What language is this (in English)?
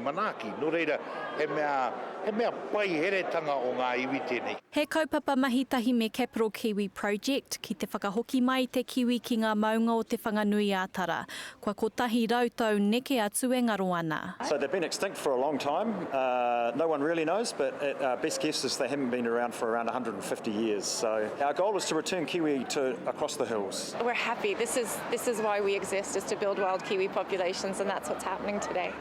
Māori